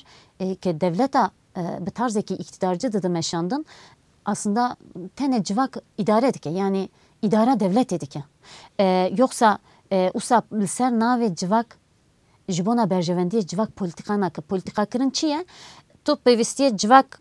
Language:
Kurdish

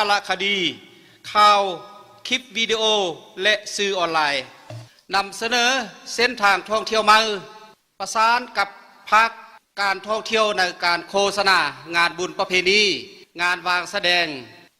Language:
Lao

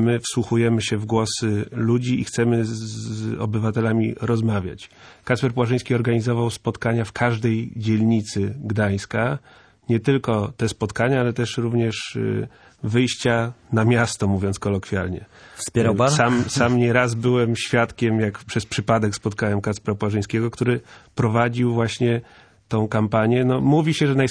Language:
Polish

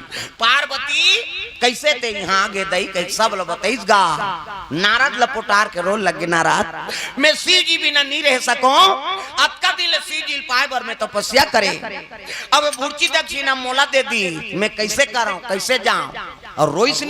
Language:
Chhattisgarhi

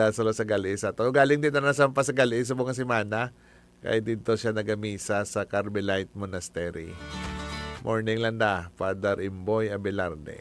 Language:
Hiligaynon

